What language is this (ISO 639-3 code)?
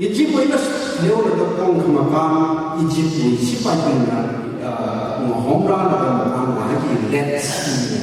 nmf